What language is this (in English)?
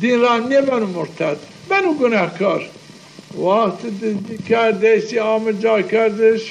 Zaza